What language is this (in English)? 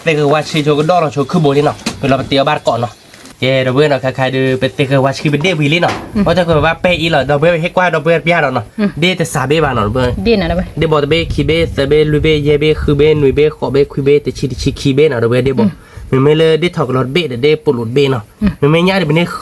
S'gaw Karen